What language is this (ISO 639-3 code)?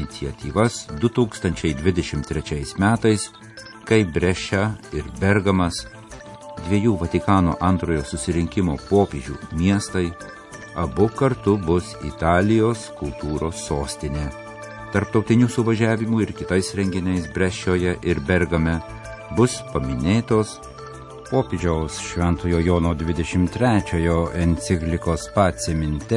lit